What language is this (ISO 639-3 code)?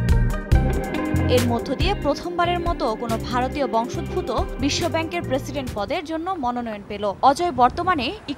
ben